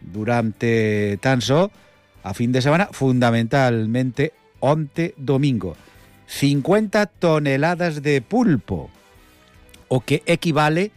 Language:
Galician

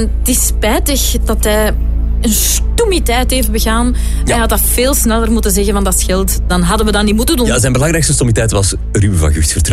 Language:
Dutch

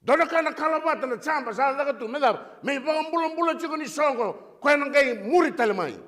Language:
Fijian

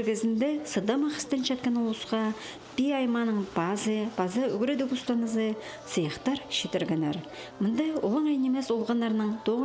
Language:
Khakas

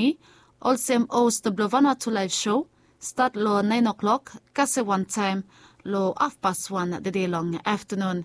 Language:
Bislama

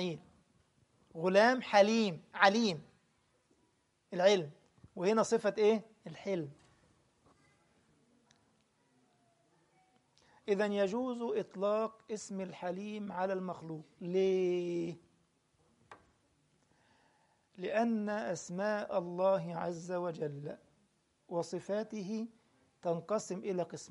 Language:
Egyptian Arabic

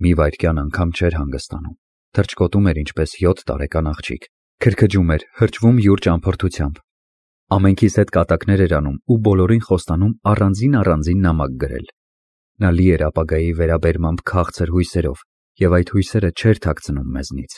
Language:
Armenian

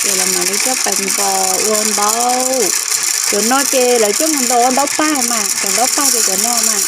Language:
Hmong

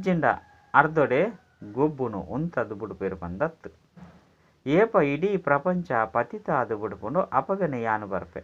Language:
Tulu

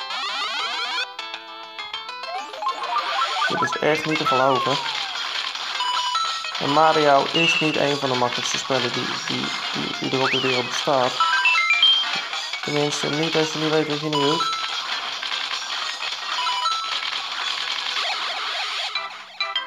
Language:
Dutch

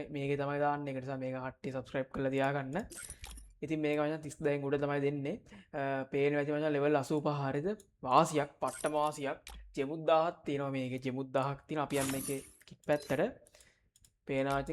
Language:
Sinhala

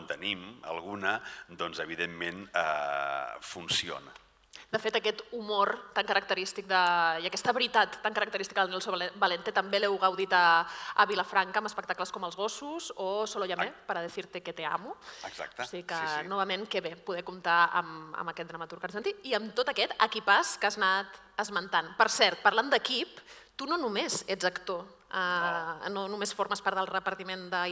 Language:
Catalan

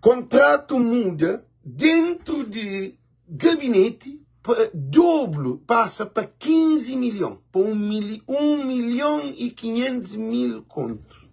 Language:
Kabuverdianu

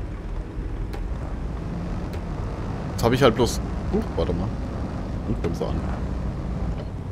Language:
German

